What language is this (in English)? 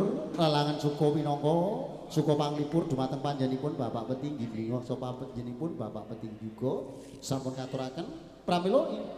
Javanese